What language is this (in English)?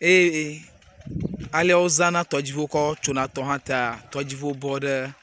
Ewe